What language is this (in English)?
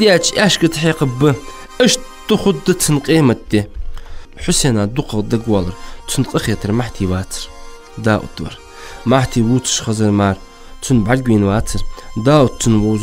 Ingush